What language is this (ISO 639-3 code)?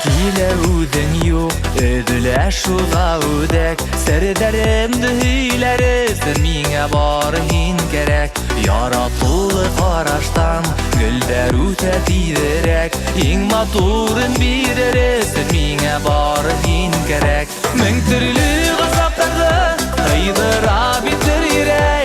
bak